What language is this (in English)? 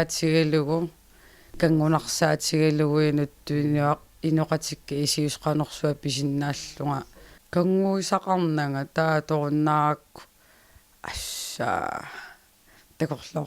Kalaallisut